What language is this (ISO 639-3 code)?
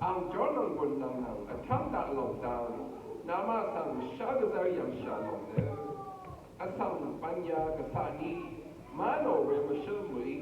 raw